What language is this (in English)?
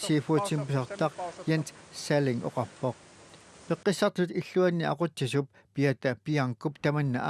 Kalaallisut